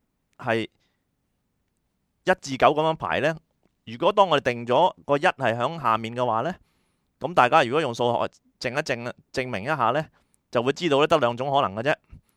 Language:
Cantonese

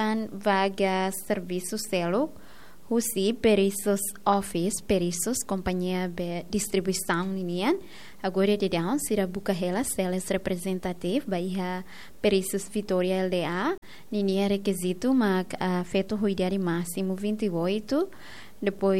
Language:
Tetum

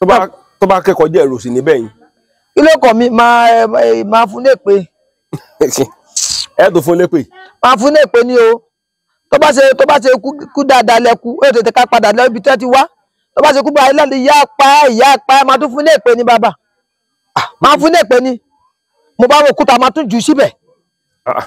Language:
Yoruba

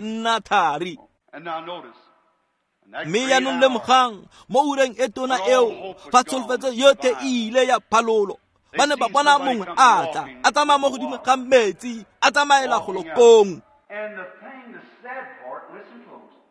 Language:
Tswana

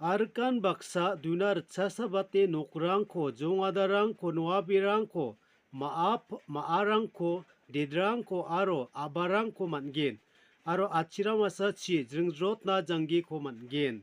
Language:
Garo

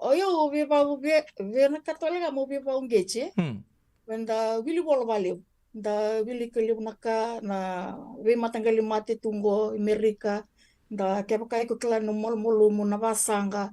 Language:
Fijian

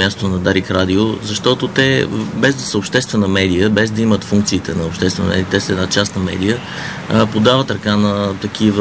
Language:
Bulgarian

